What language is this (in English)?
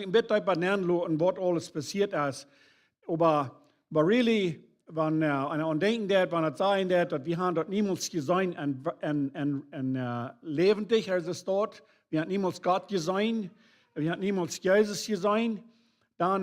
Plautdietsch